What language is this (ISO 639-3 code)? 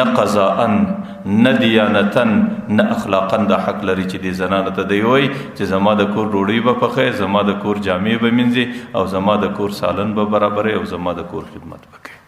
pus